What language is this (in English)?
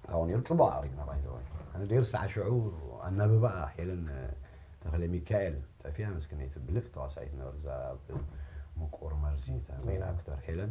Tigrinya